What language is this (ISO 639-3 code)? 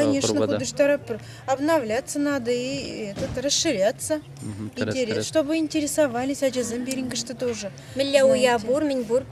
chv